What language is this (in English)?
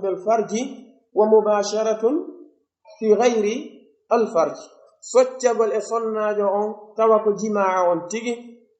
Pular